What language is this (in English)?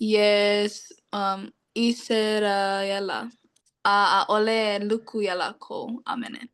Hawaiian